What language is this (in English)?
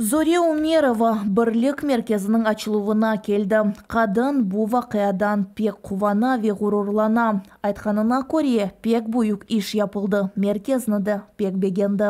Crimean Tatar